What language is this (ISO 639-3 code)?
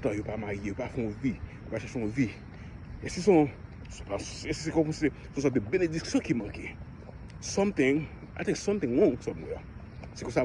hat